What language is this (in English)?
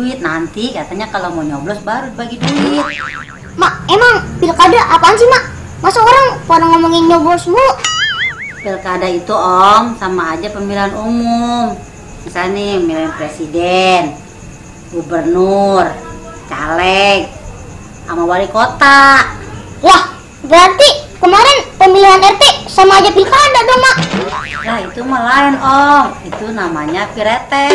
Betawi